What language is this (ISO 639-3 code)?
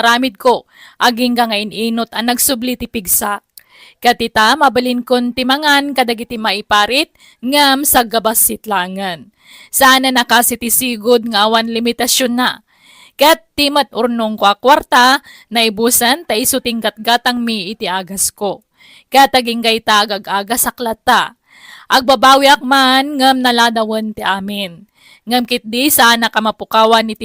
ilo